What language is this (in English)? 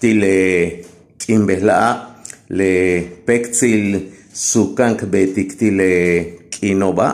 Yucateco